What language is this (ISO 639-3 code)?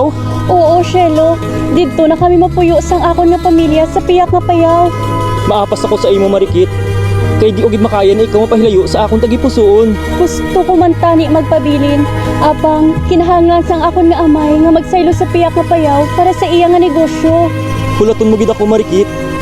hil